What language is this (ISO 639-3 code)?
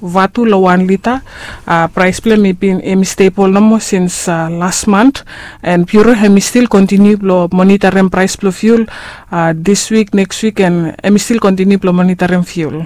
bis